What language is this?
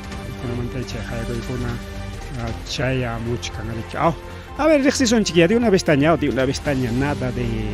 Ayacucho Quechua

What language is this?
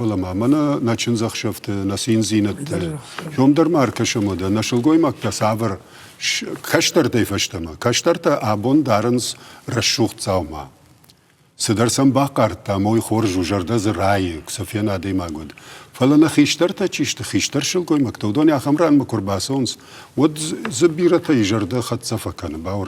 Ossetic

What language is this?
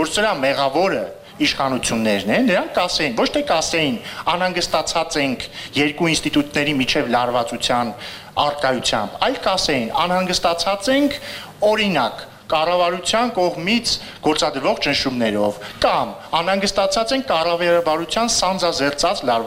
Armenian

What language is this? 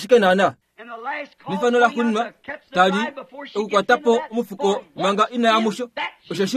Kuanyama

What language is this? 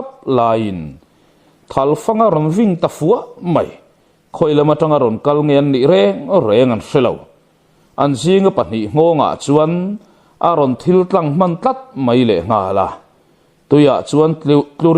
Mizo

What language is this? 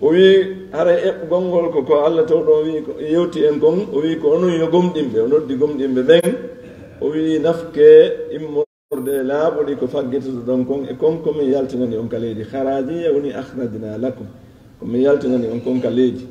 Fula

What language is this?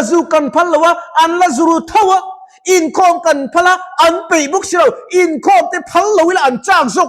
Mizo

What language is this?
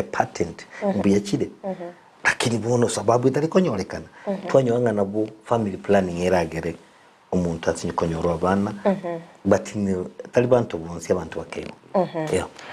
Gusii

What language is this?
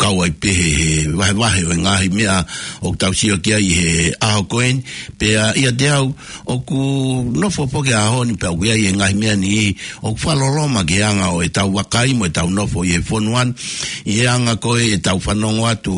Tongan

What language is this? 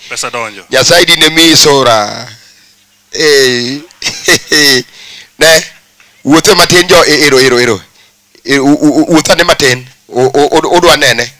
Luo (Kenya and Tanzania)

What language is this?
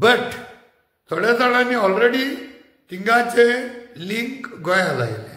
Konkani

